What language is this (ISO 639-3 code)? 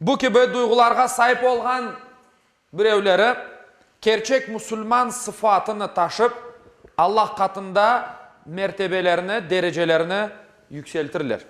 crh